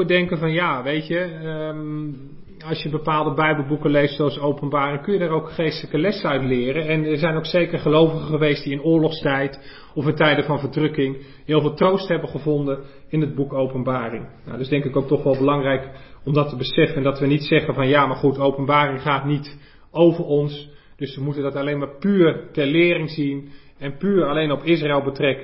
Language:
Dutch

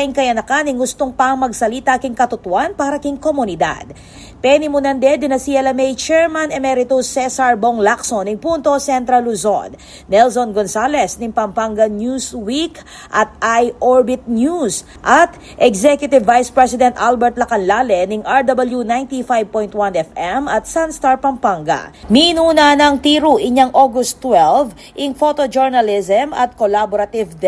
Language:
Pampanga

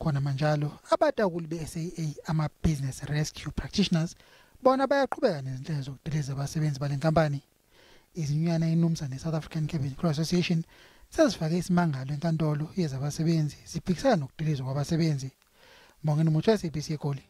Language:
Zulu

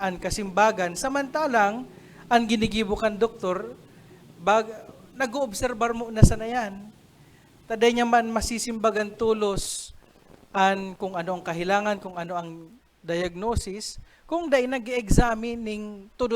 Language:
Bikol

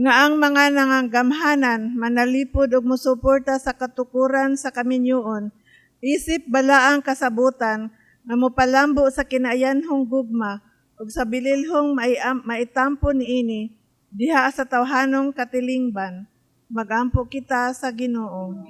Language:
Cebuano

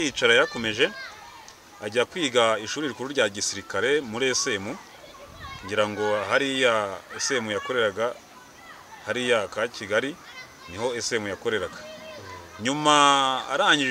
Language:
Kinyarwanda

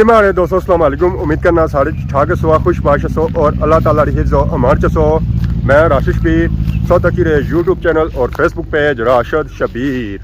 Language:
Pahari-Potwari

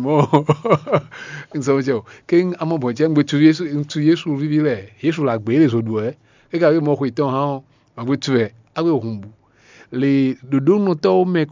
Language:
Fon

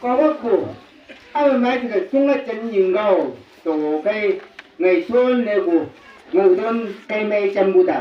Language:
Chang Naga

